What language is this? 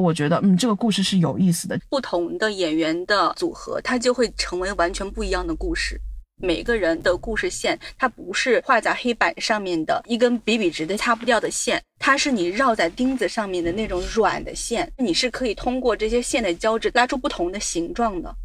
Chinese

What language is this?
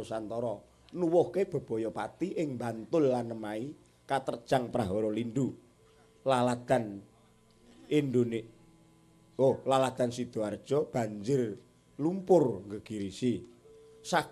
Javanese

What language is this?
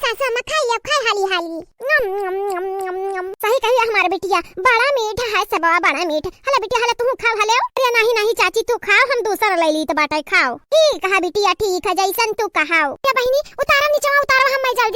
Awadhi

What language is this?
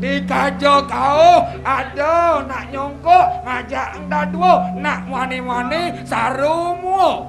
Balinese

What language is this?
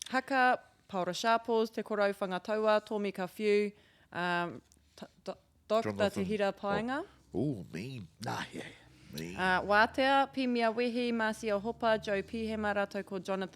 Māori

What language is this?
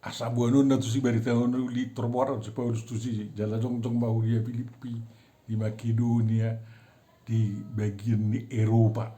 Batak Toba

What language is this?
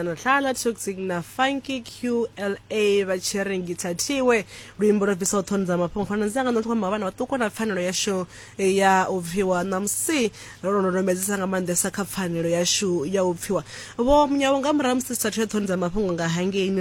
Venda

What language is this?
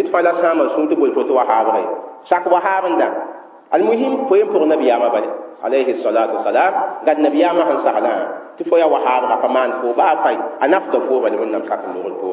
Mossi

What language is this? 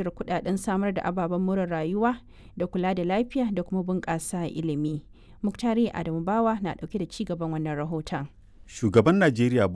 Hausa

